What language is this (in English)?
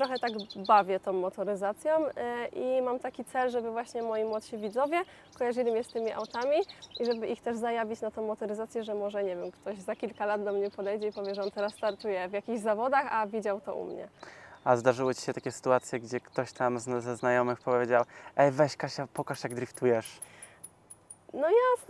Polish